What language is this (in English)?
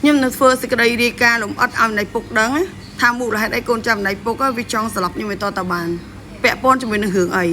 Khmer